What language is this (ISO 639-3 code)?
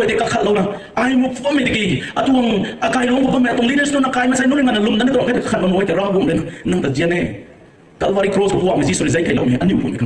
nbu